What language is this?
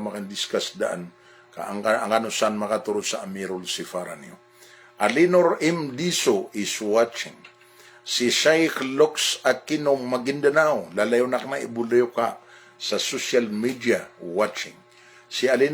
Maranao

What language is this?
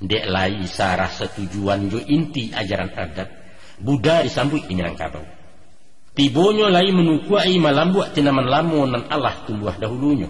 Minangkabau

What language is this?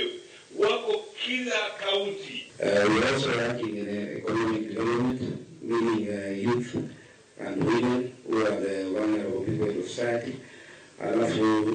Luo (Kenya and Tanzania)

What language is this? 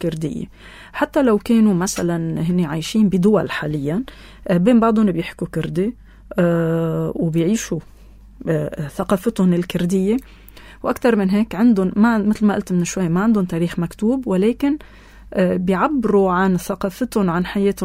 North Levantine Arabic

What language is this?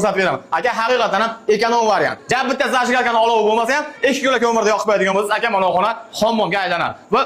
Uzbek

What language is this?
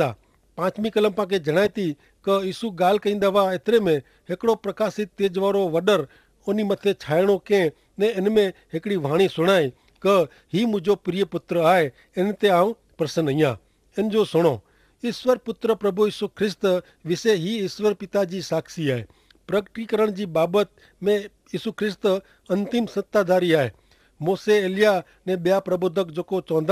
Kachhi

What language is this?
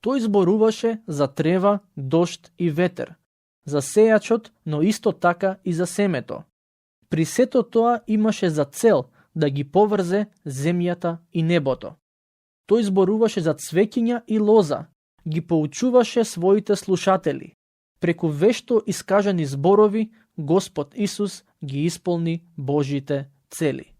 Macedonian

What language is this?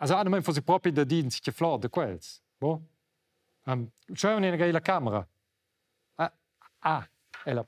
Romansh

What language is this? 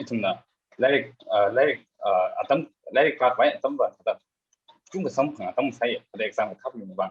Tangkhul Naga (India)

